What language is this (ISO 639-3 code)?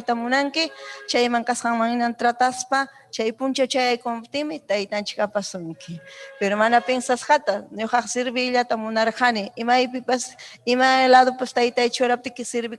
quy